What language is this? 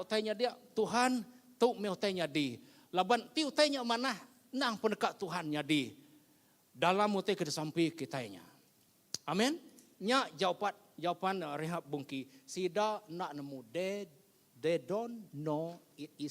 Iban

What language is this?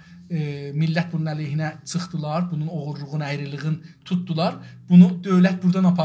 South Azerbaijani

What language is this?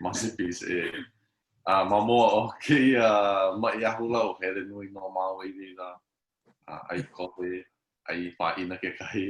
Hawaiian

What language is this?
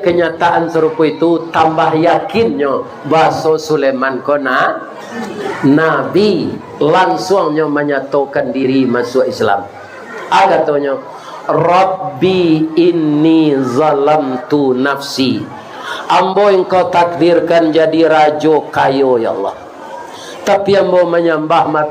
Minangkabau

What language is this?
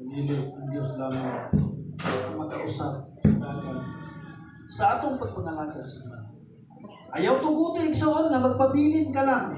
Cebuano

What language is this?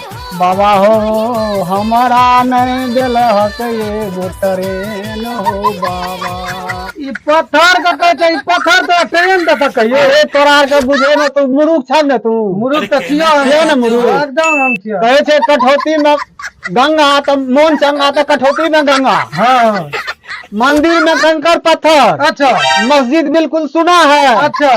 Maithili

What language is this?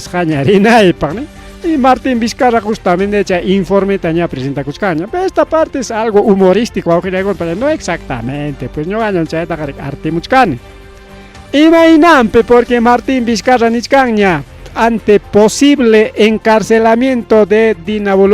Ayacucho Quechua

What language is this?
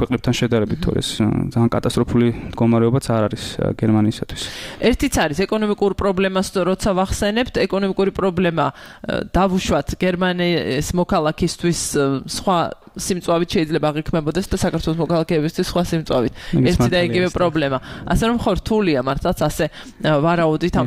Georgian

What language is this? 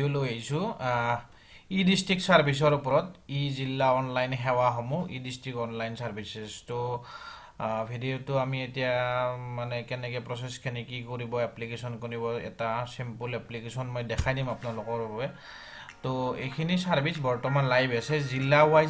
Assamese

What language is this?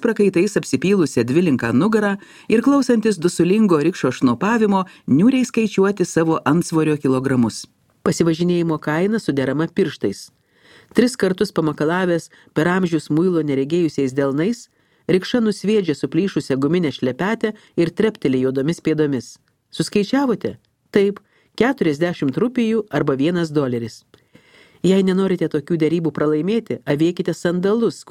Lithuanian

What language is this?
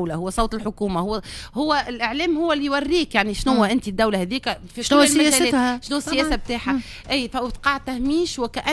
Tunisian Arabic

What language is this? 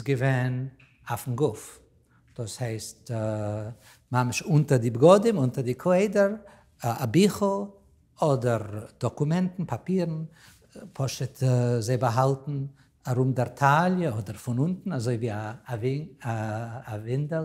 Yiddish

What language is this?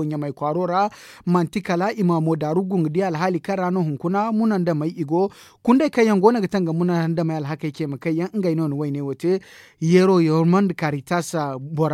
Zarma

